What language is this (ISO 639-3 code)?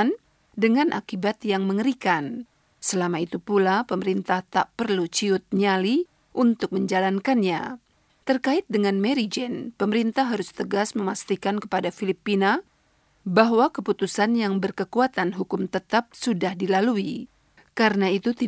ind